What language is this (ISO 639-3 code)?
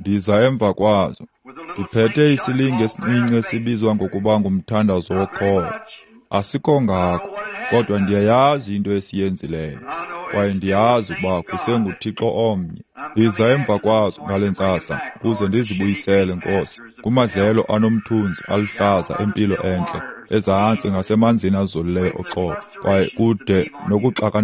xho